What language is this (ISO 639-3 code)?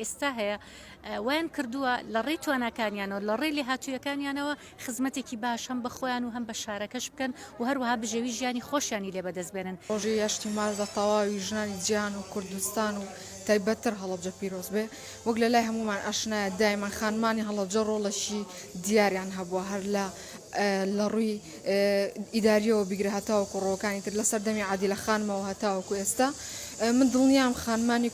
ckb